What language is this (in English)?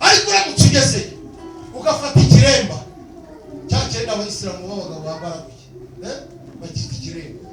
Kinyarwanda